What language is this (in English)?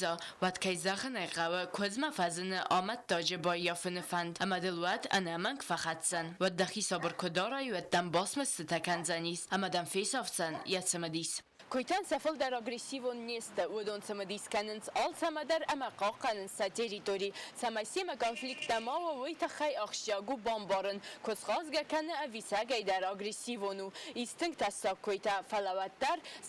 Ossetic